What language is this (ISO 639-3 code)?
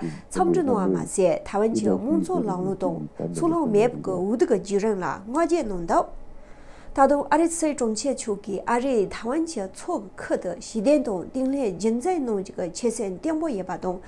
bod